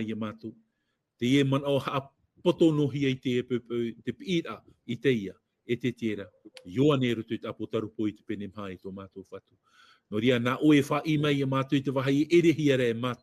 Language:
Tahitian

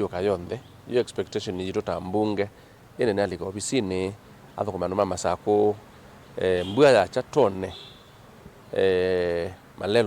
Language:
Kamba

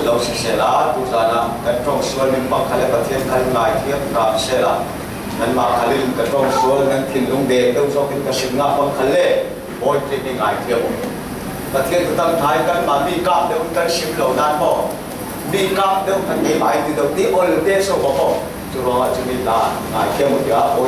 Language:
Falam Chin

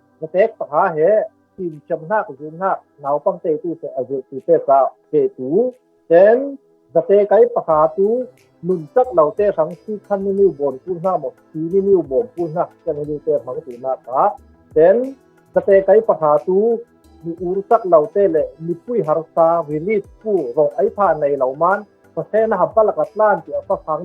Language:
Falam Chin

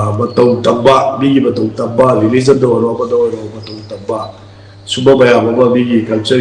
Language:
Manipuri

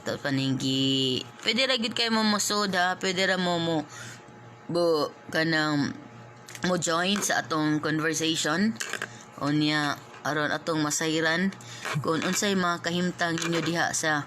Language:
Cebuano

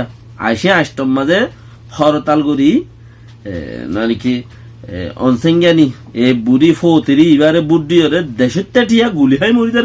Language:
Rohingya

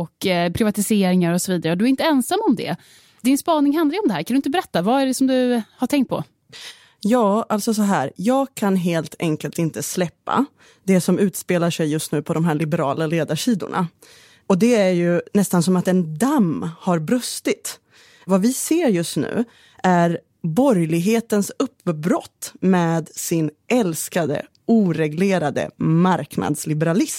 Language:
Swedish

